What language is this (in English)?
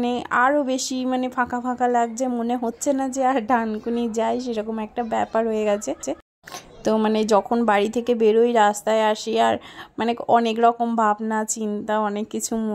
Bangla